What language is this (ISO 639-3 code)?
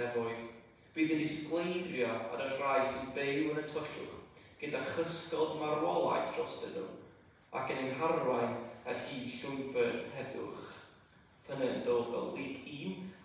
cym